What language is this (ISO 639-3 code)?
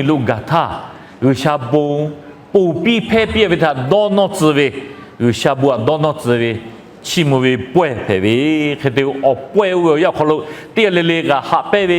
lhu